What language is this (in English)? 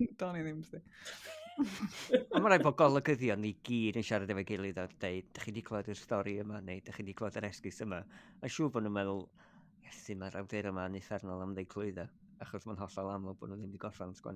Welsh